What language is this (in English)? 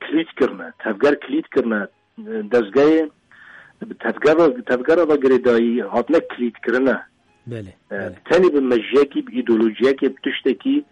Kurdish